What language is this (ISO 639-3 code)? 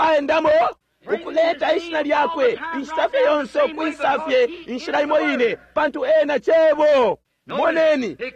bem